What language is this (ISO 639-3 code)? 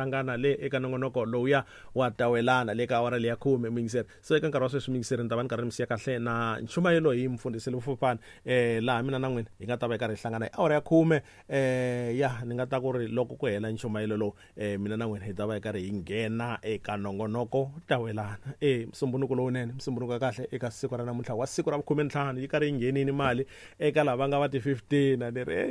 tso